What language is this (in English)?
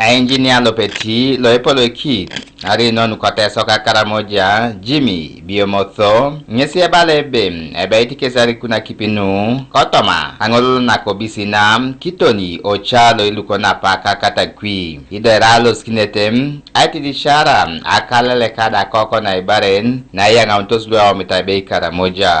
Teso